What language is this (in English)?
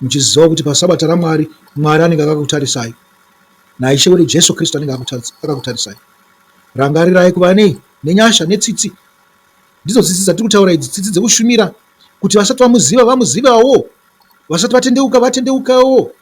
Shona